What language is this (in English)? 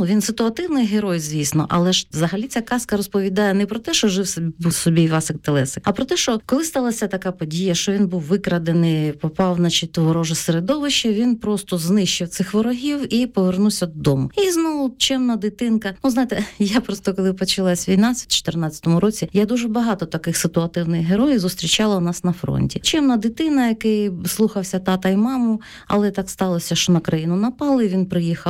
Ukrainian